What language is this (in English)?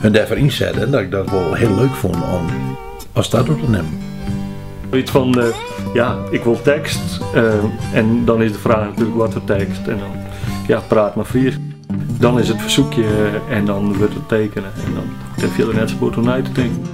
Western Frisian